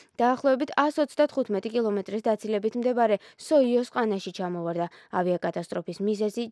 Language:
Georgian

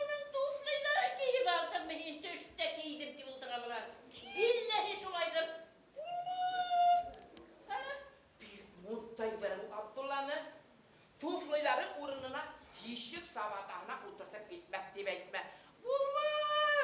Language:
Bashkir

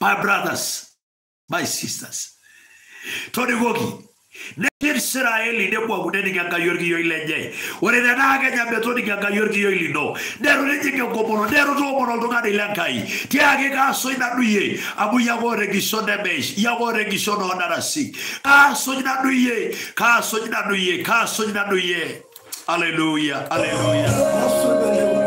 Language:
Masai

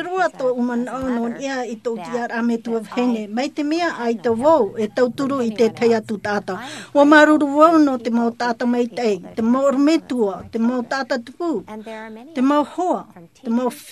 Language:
Tahitian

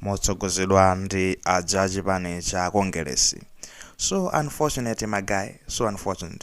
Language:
Nyanja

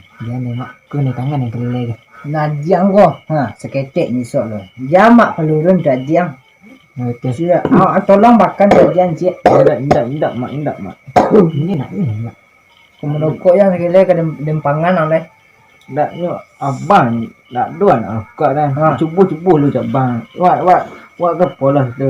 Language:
Minangkabau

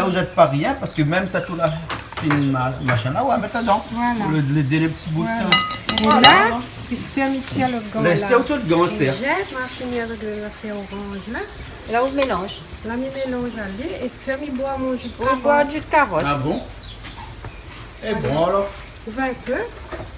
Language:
Réunion Creole French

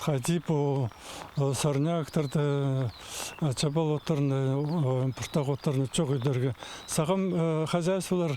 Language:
Khakas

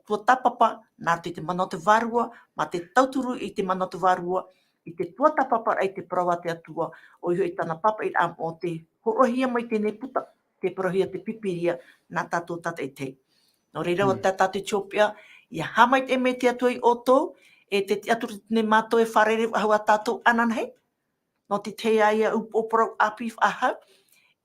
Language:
Tahitian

